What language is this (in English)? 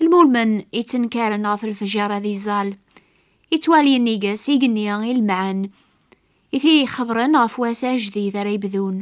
Kabyle